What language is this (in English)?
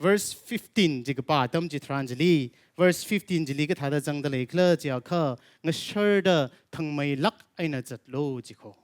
Tangkhul Naga (India)